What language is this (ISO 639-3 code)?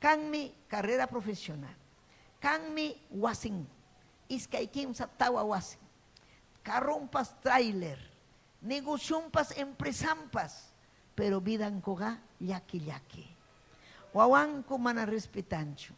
quy